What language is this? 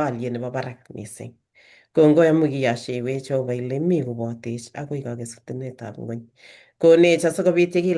Kalenjin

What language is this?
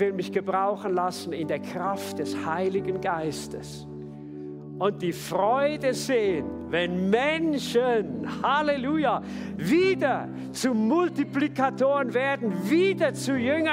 Swiss German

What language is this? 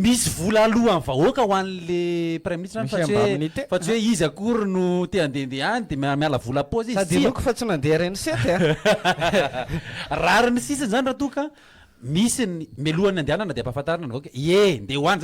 Malagasy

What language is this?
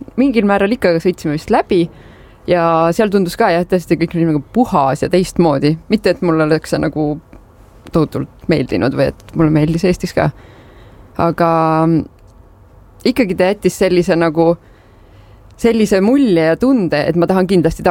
Estonian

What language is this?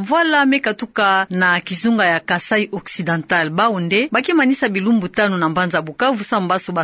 Kituba (Democratic Republic of Congo)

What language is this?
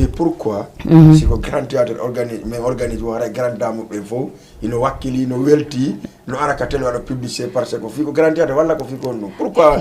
Fula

